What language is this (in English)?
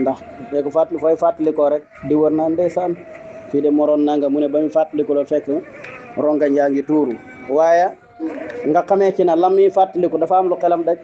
Wolof